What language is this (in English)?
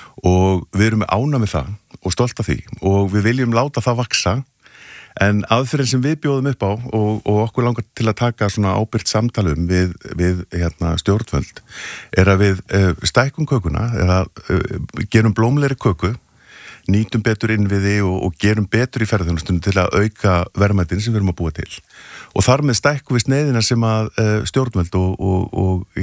Icelandic